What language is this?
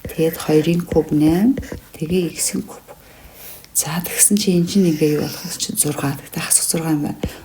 Mongolian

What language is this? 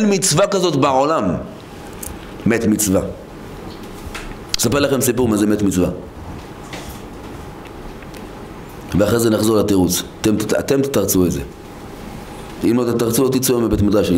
Hebrew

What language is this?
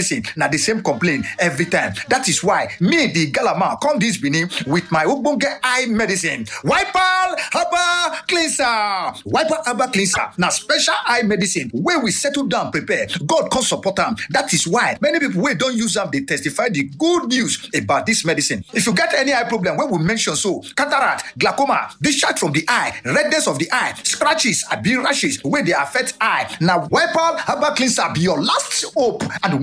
Nigerian Pidgin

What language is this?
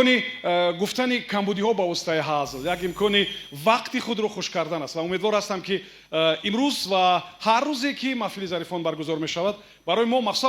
Tajik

